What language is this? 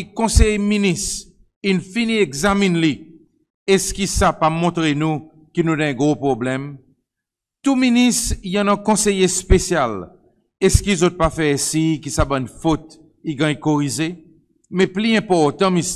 Seselwa Creole French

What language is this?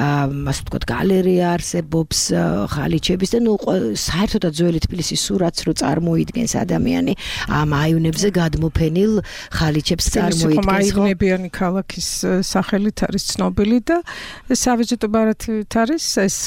Georgian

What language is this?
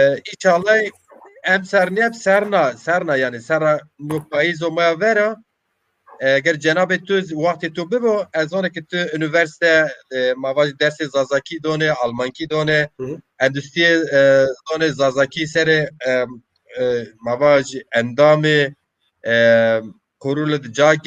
Zaza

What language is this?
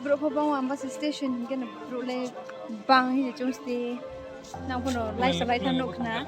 Riang (India)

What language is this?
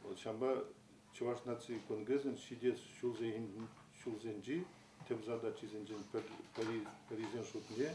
Chuvash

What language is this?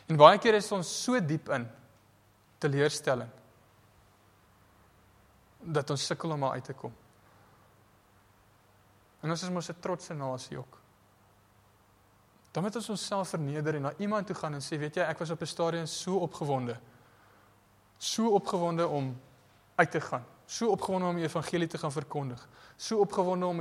Afrikaans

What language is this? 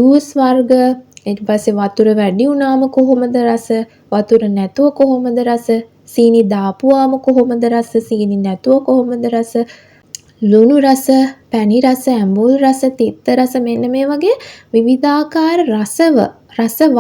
Sinhala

